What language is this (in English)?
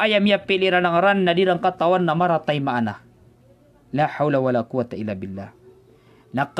Maranao